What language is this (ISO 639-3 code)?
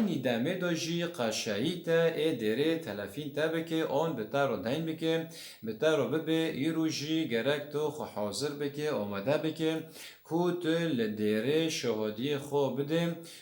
kur